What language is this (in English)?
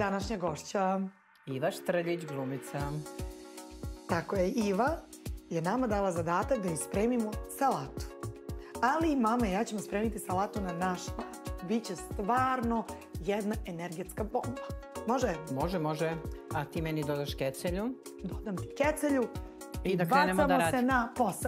Serbian